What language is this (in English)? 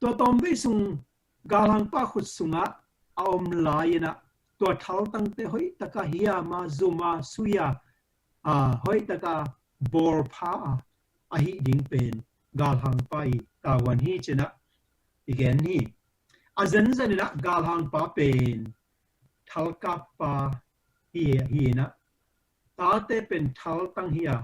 Tedim Chin